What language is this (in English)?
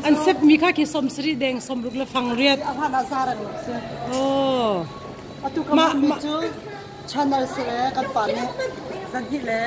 Hakha Chin